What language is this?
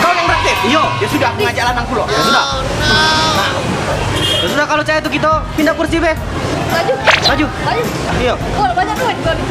Musi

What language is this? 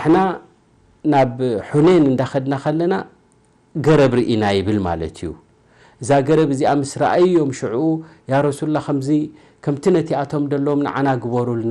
Tigrinya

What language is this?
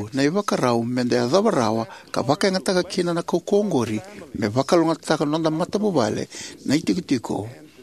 Fijian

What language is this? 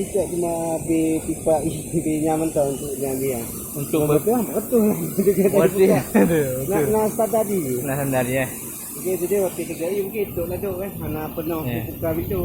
Achinese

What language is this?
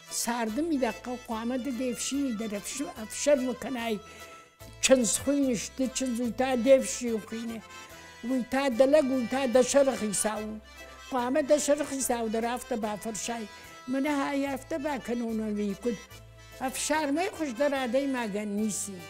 Ossetic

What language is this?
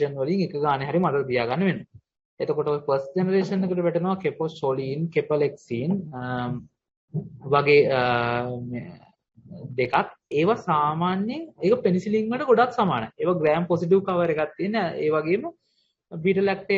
Sinhala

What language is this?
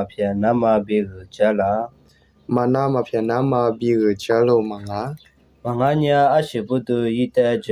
Lisu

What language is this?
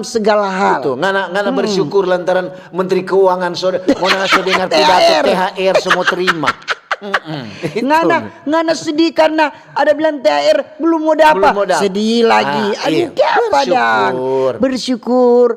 Manado Malay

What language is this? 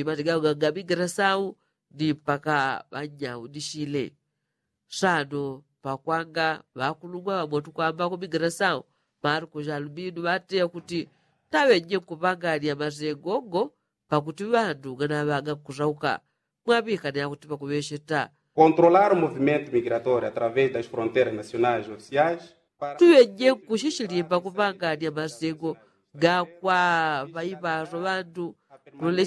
Yao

